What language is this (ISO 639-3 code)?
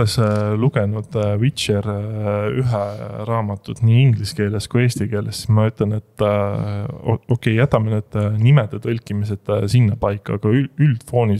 est